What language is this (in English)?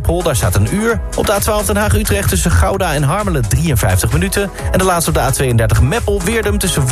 Dutch